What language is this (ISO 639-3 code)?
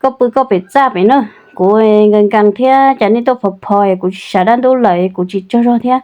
hmn